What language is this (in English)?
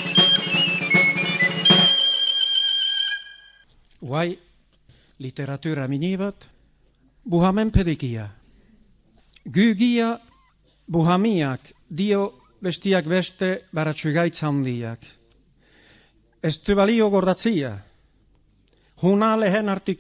Basque